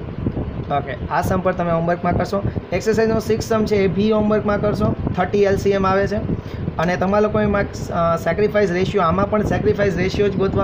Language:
Gujarati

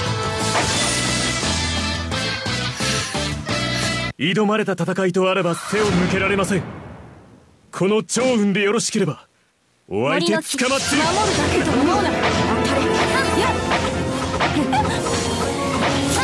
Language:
Japanese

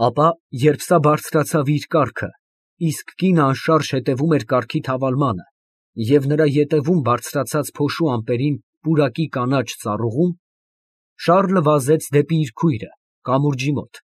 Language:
Armenian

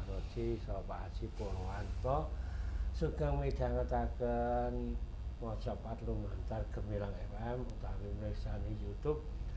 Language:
Javanese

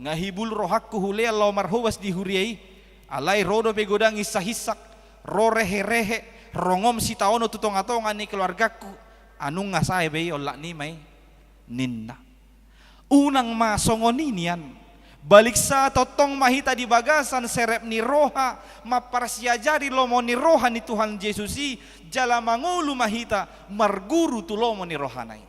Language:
Batak Toba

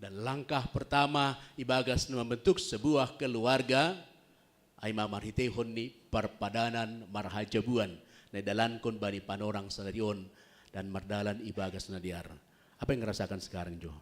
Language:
Batak Simalungun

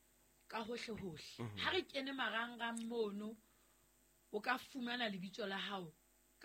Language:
Southern Sotho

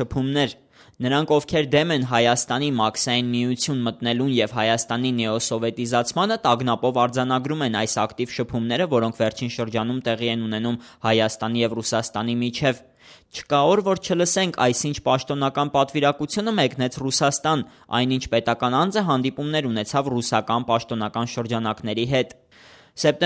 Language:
Armenian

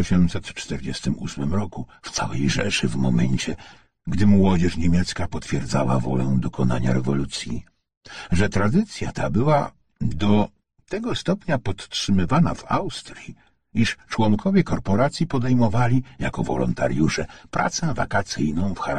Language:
Polish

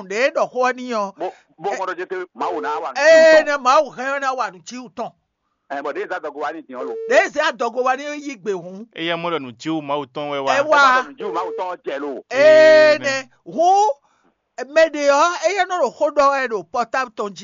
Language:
Fon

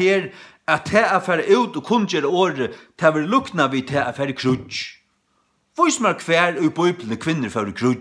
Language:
Faroese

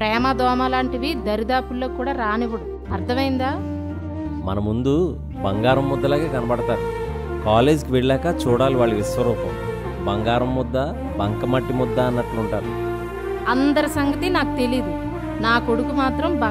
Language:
Telugu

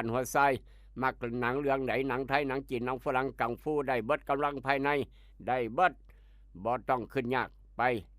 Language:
Northeastern Thai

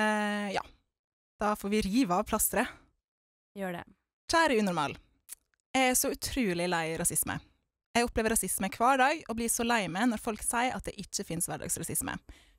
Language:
Norwegian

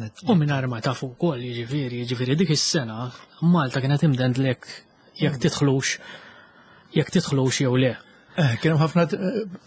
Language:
Maltese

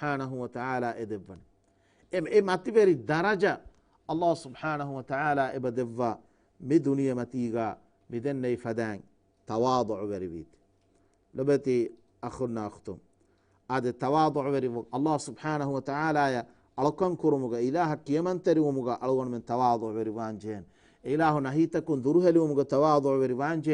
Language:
Divehi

